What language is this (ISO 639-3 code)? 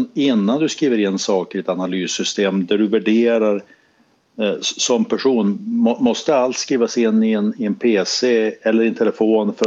swe